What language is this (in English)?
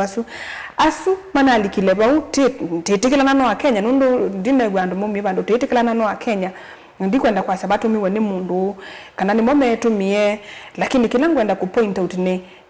Kamba